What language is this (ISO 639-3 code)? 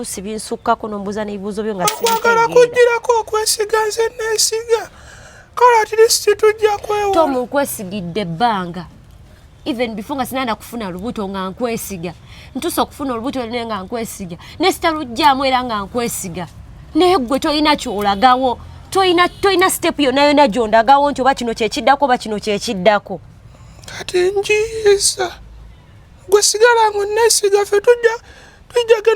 lug